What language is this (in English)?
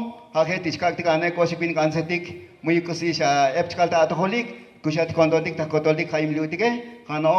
Tzotzil